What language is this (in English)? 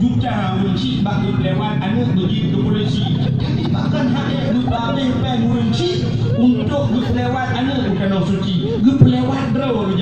Achinese